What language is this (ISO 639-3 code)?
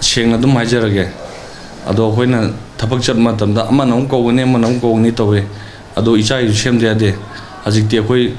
mni